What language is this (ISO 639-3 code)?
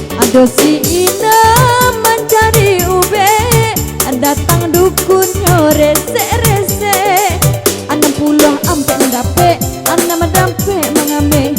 min